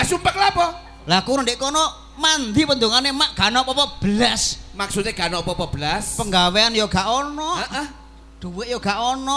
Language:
Javanese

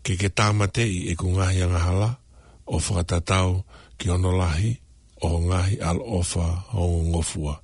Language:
Tongan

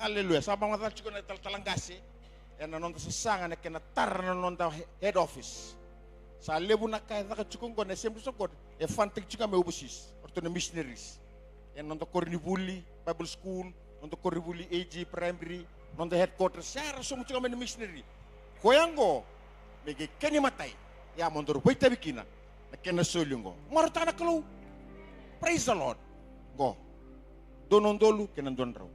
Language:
Fijian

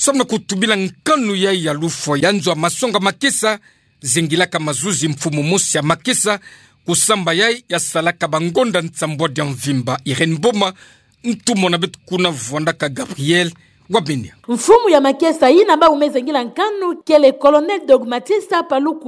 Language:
Kituba (Democratic Republic of Congo)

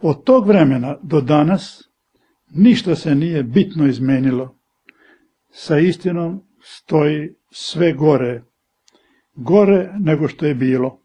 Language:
Serbian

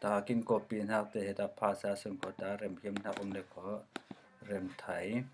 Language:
Falam Chin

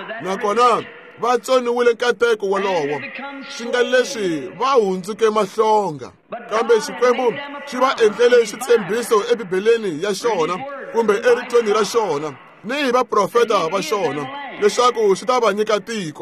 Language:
Tsonga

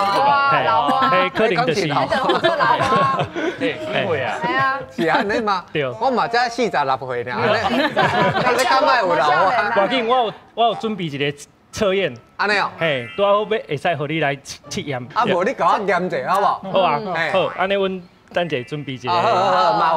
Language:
Min Nan Chinese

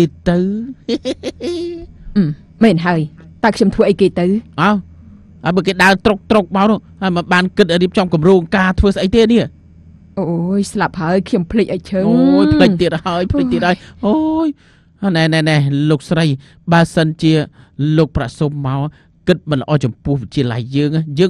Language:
Khmer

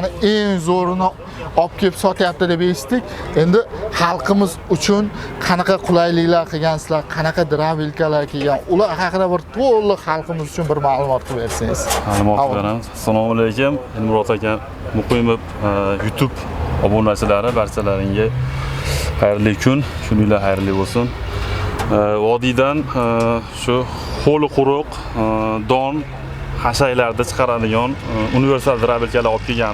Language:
Uzbek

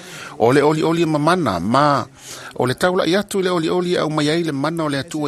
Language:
Samoan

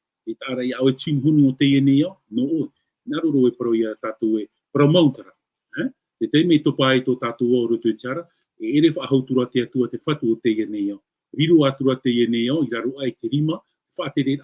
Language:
Tahitian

